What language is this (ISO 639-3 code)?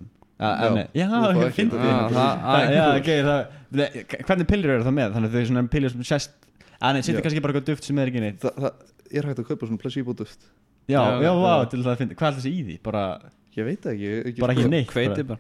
isl